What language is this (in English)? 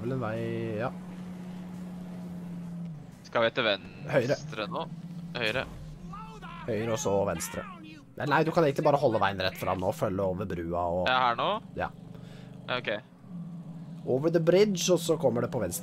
Norwegian